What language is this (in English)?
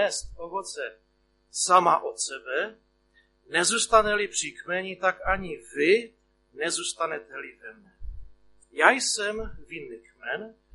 Czech